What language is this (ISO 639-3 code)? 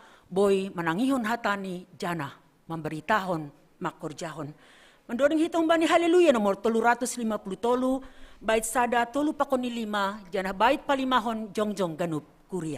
bts